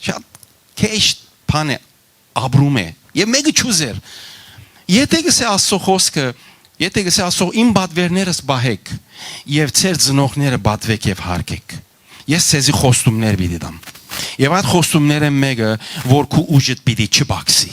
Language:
Western Armenian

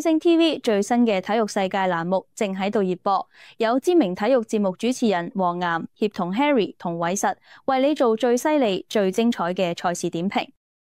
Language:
Cantonese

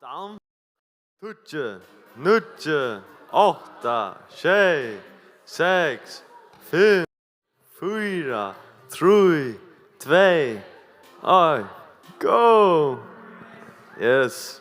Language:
Faroese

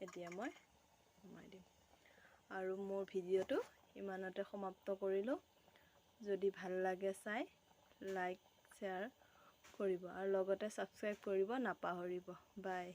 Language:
Assamese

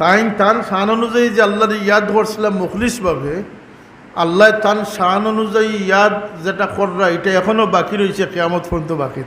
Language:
Sylheti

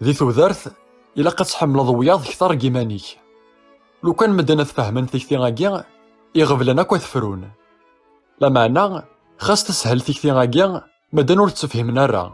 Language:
Kabyle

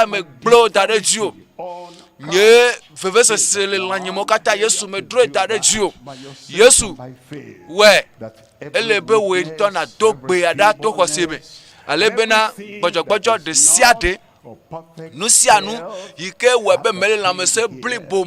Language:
Ewe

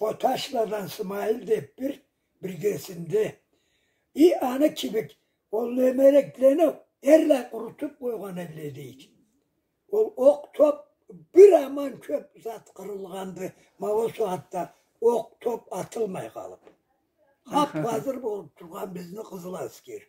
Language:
Karachay-Balkar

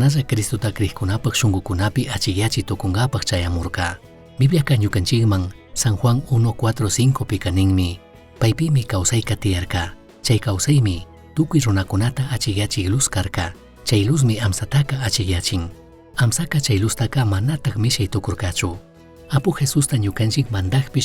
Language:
Chimborazo Highland Quichua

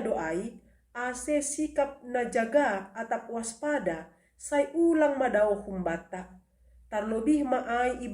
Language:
Batak Simalungun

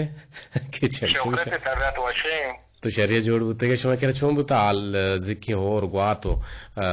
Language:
Eastern Balochi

